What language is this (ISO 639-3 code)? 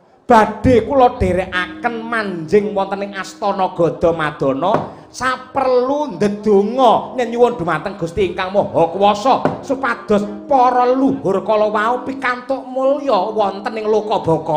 jav